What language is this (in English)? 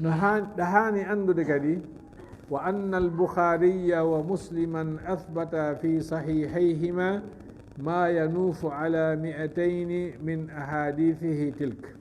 Fula